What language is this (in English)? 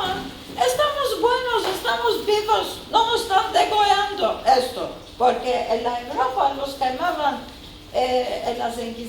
Ladino